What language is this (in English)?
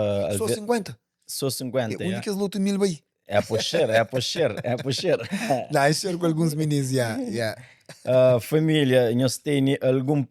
Kabuverdianu